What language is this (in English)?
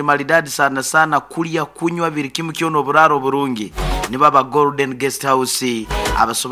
Nyoro